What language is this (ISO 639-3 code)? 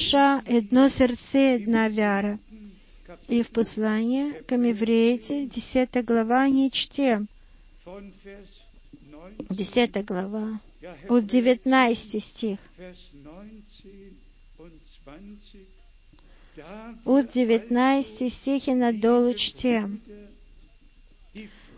bul